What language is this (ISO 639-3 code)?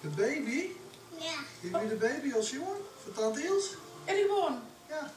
fry